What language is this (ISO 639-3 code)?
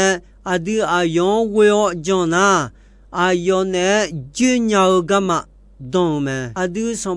ahk